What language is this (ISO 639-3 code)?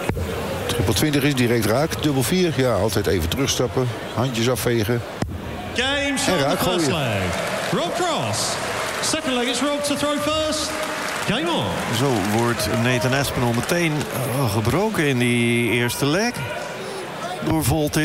nld